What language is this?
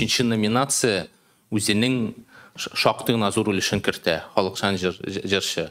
Tatar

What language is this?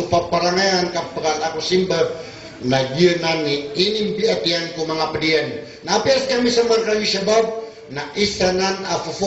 Maranao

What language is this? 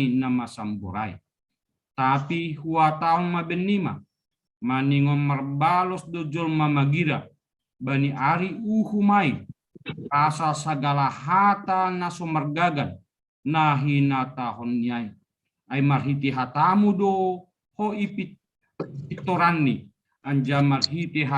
Batak Simalungun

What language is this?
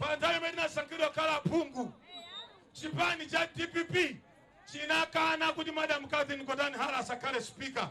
Nyanja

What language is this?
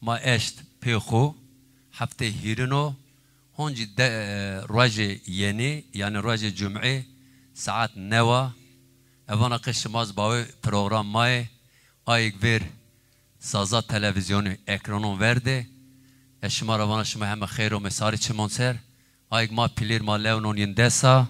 Zaza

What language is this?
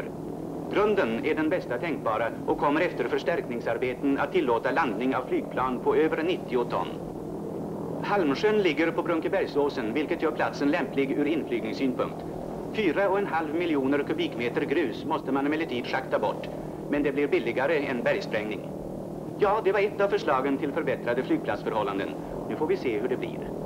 Swedish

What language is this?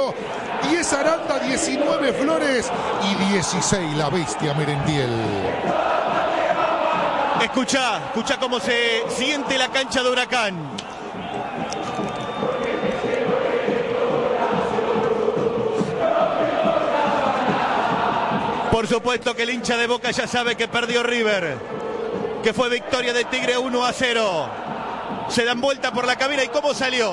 Spanish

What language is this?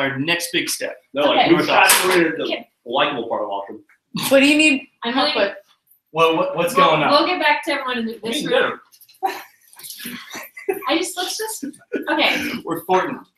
English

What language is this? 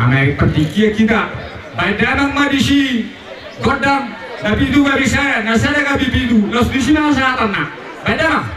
Batak Toba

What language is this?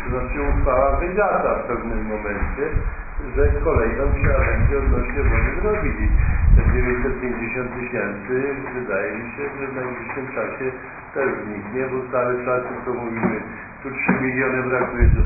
Polish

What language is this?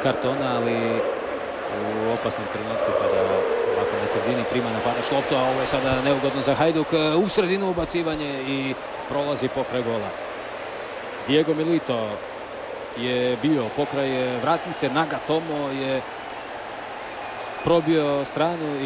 Croatian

